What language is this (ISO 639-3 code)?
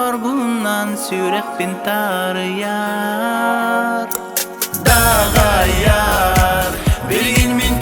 sah